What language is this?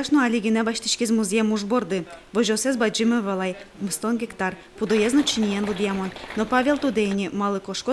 Udmurt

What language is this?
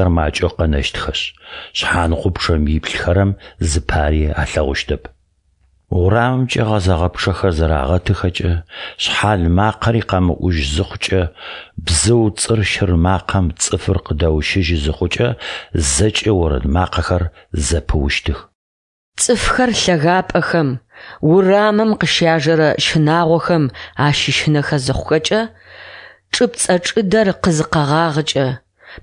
Adyghe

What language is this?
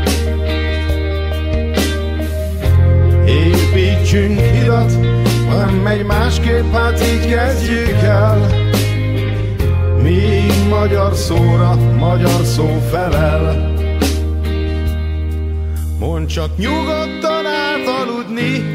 Hungarian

